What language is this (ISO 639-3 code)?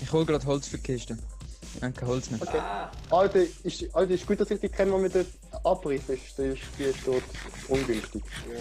gsw